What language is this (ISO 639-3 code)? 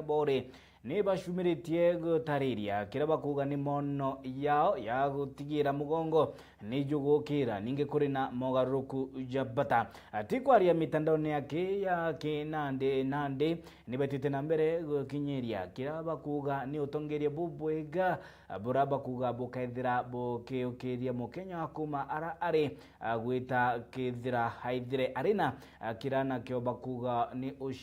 mer